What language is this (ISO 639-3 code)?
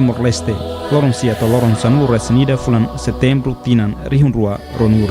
tet